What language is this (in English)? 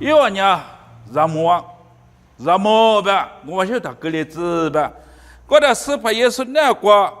Lisu